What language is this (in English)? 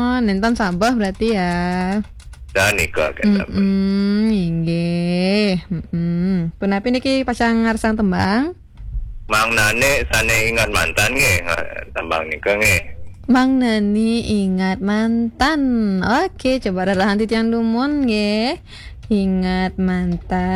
Balinese